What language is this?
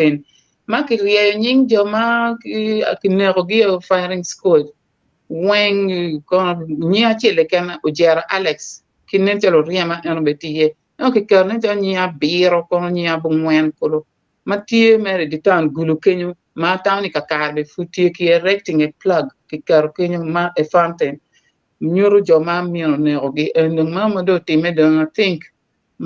Acoli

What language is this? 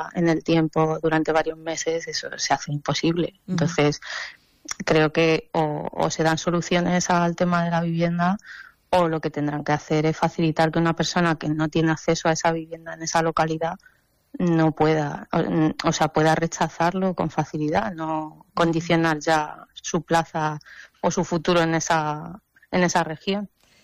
Spanish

